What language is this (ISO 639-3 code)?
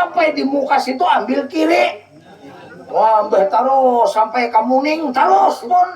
bjn